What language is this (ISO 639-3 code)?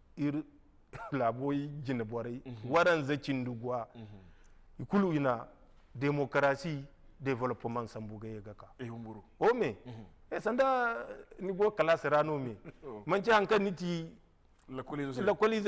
dje